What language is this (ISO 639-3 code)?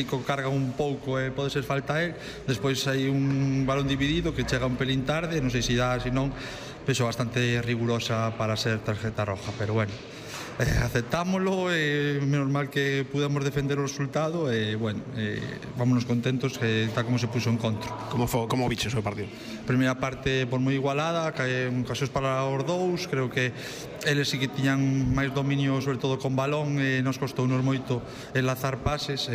glg